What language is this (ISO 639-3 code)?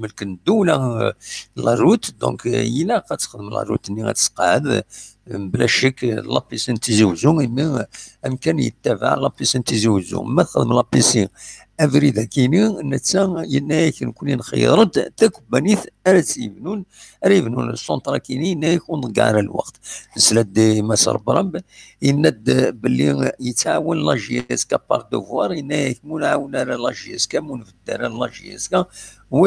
kab